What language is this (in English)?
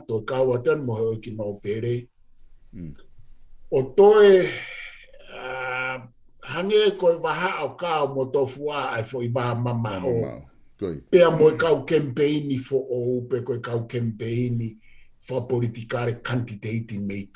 Tongan